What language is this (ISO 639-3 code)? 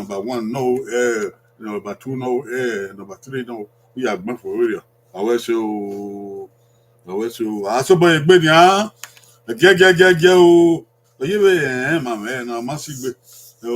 bin